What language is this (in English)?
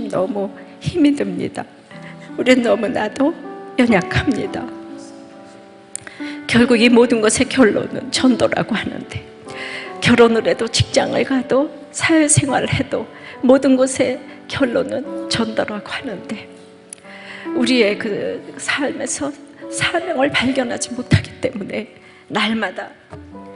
Korean